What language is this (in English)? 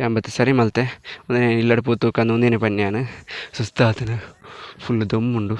Tulu